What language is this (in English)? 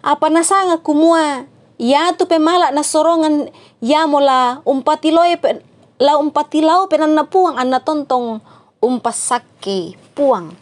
Toraja-Sa'dan